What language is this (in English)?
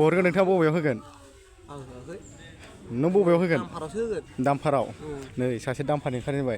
Bodo